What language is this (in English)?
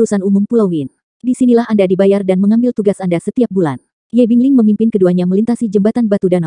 Indonesian